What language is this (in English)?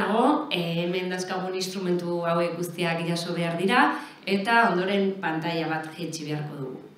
Basque